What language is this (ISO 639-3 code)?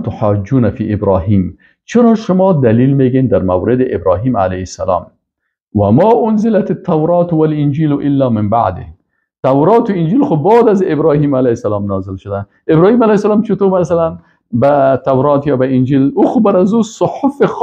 fas